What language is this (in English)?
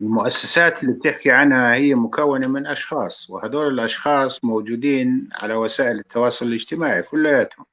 North Levantine Arabic